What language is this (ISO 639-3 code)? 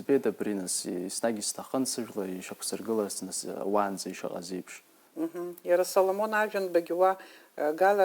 abk